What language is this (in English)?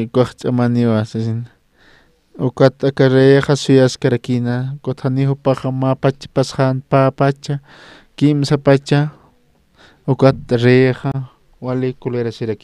Aymara